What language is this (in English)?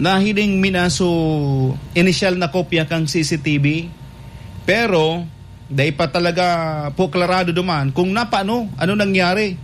Bikol